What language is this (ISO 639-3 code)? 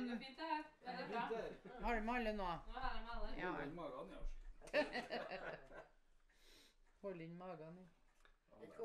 nor